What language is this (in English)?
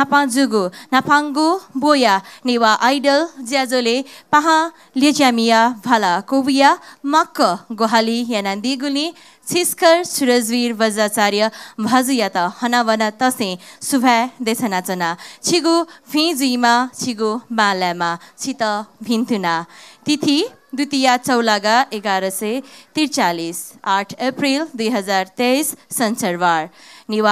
Newari